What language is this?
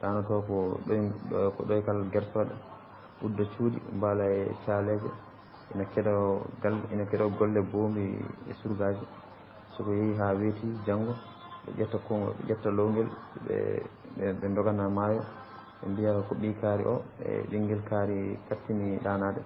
Fula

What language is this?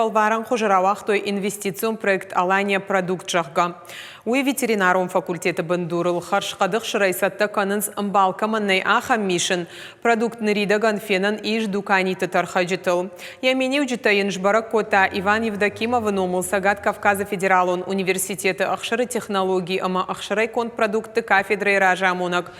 Ossetic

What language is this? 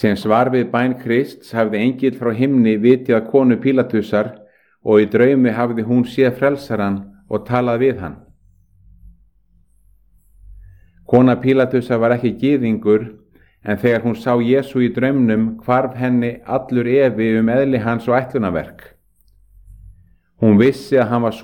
Icelandic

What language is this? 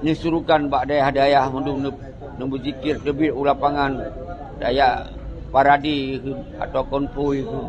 Achinese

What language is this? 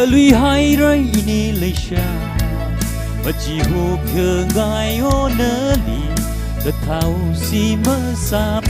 Tangkhul Naga (India)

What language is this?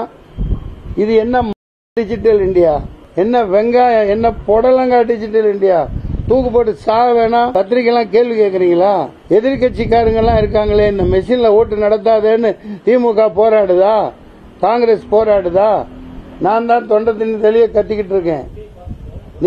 Tamil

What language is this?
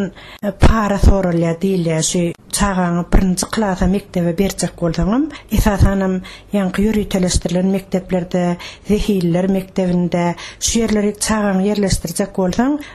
Turkmen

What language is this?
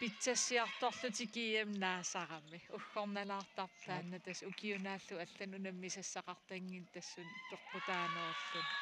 Kalaallisut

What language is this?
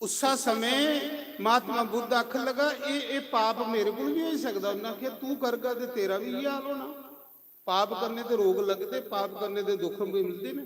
Dogri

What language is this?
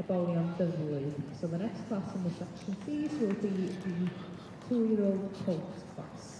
Welsh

